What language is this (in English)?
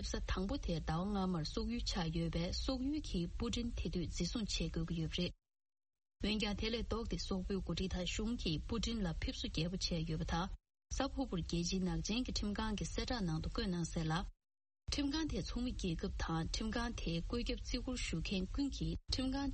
Tibetan